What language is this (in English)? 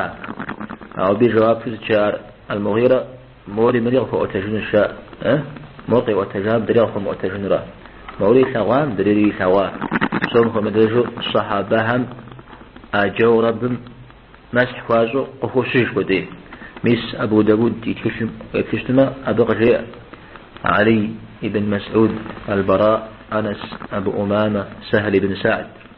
Kabardian